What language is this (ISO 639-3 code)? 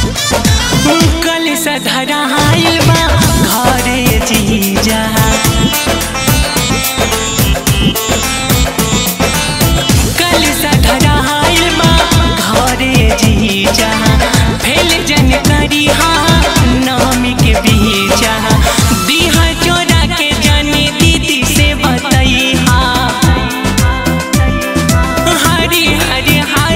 bho